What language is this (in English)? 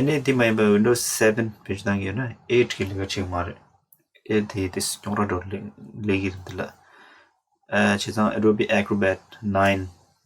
Tibetan